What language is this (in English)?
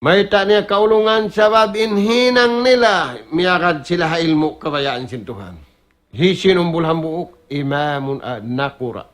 Tausug